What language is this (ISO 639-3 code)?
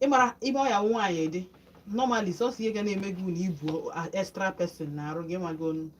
ibo